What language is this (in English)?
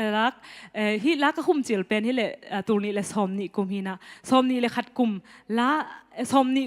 Tedim Chin